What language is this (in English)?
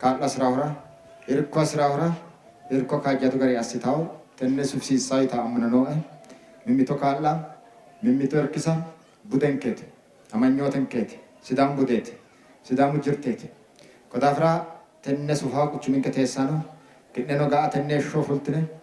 Sidamo